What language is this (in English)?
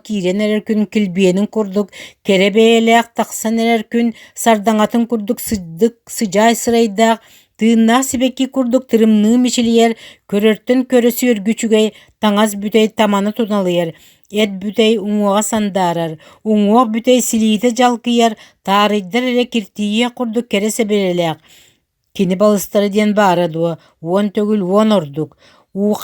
Yakut